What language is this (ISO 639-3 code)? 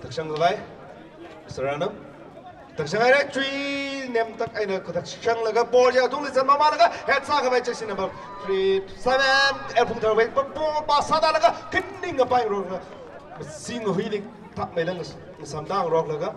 nmf